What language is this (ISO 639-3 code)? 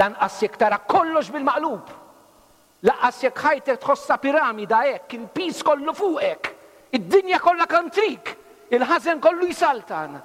mlt